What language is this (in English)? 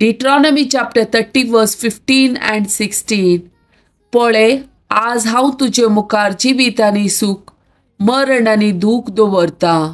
Konkani